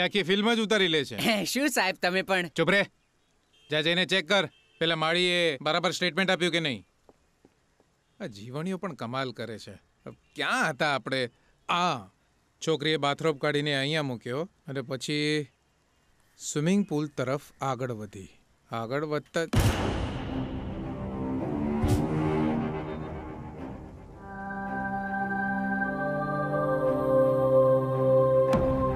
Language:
Gujarati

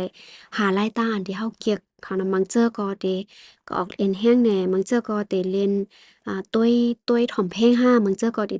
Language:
Shan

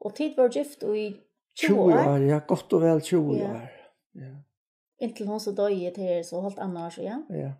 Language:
Faroese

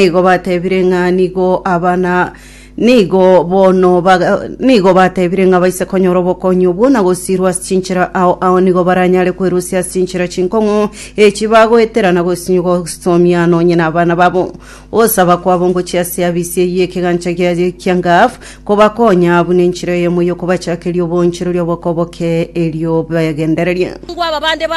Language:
Gusii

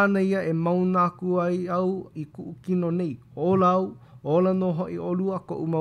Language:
Hawaiian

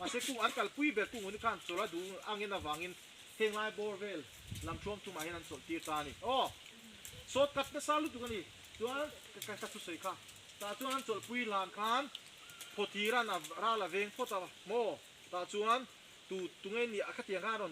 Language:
Mizo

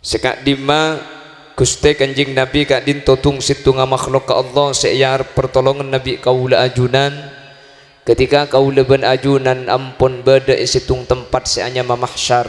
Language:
Madurese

